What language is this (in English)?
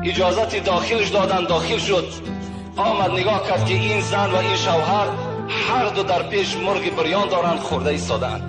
Tajik